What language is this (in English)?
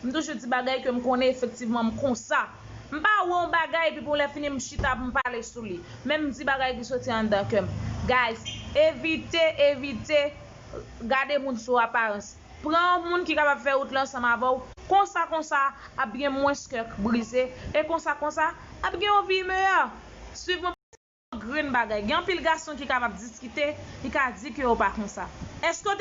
Haitian Creole